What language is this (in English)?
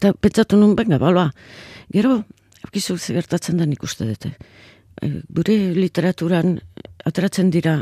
Basque